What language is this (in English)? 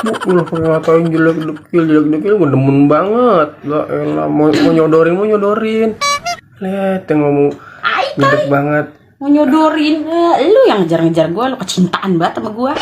Betawi